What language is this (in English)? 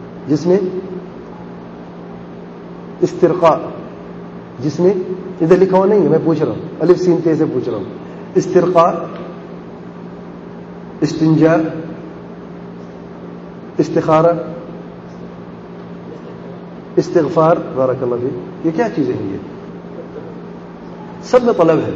Urdu